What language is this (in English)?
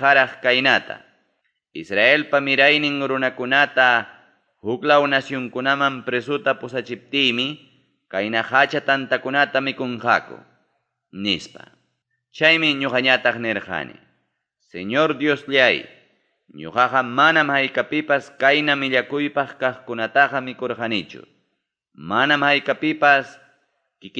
Ayacucho Quechua